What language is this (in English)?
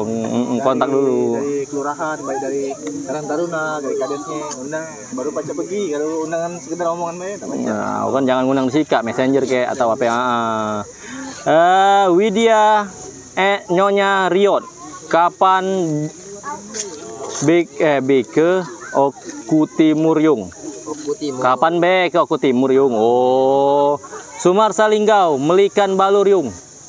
Indonesian